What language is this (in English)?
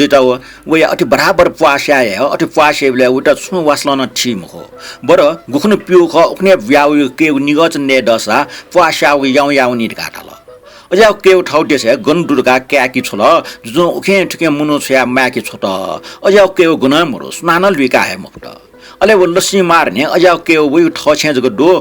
Newari